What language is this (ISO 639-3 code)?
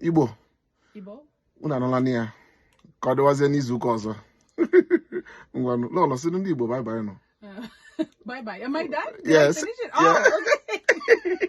ibo